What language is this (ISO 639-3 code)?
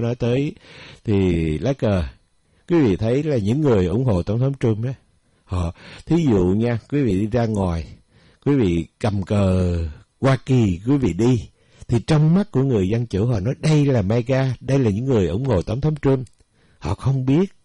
vie